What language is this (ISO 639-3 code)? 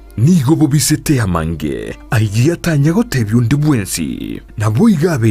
guz